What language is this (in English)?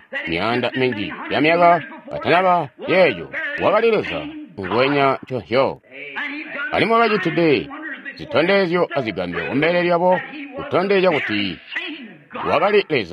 Tonga (Zambia)